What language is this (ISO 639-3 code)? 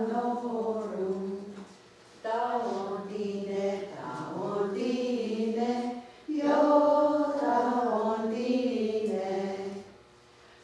moh